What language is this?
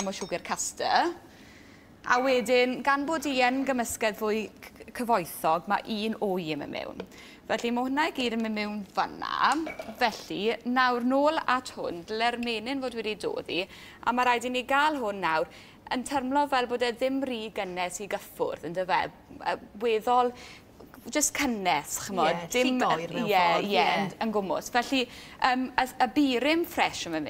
Welsh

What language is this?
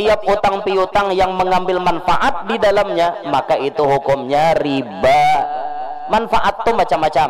Banjar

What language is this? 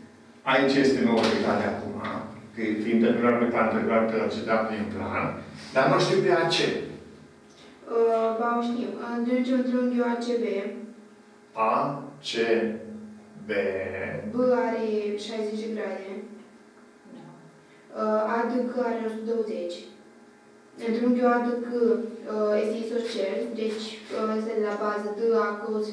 Romanian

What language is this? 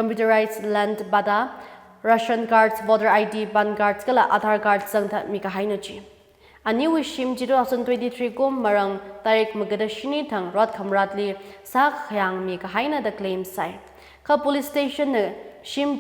Tangkhul Naga (India)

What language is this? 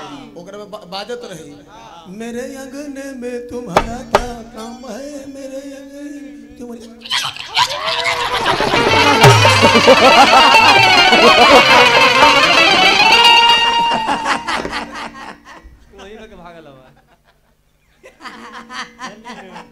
Bhojpuri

